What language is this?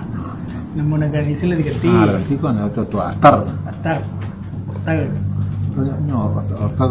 Minangkabau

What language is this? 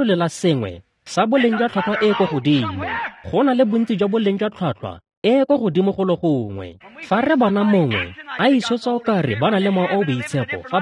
Tswana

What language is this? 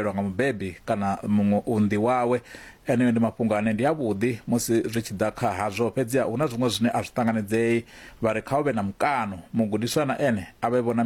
Venda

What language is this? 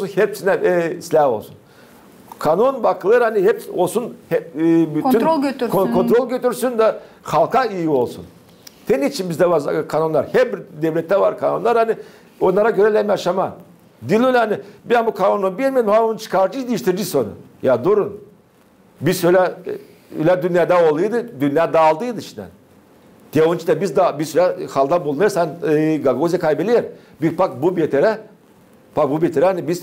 Gagauz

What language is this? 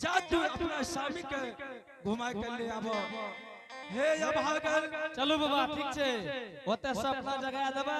Angika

